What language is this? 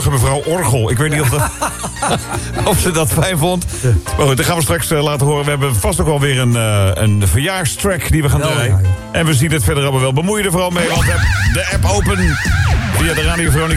Dutch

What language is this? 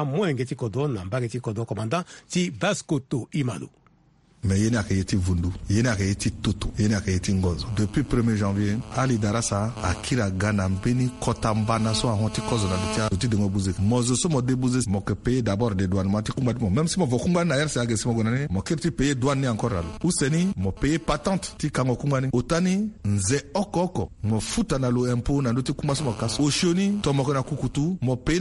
Sango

